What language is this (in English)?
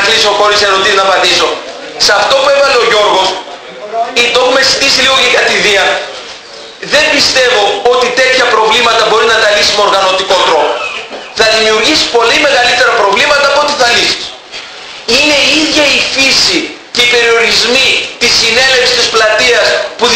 Greek